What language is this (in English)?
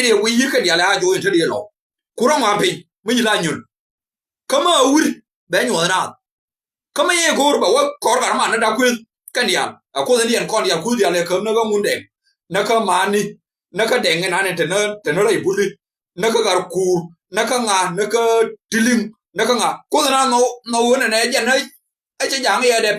Nuer